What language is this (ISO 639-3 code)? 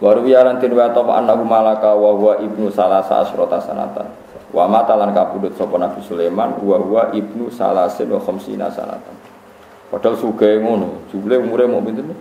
jav